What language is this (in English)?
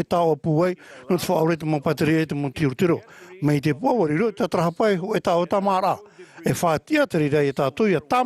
Tahitian